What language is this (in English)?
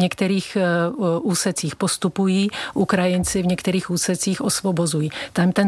Czech